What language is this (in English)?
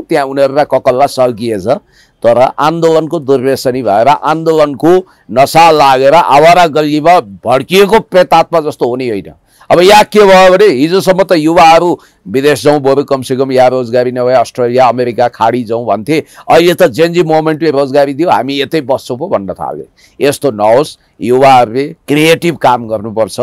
Nepali